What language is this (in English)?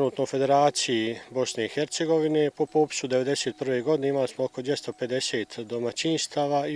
Bosnian